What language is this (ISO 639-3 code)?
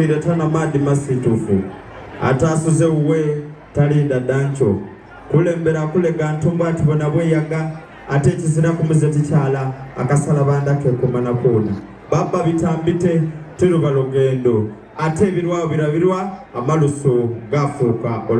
xog